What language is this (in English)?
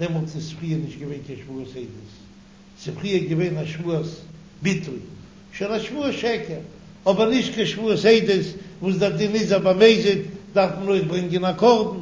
Yiddish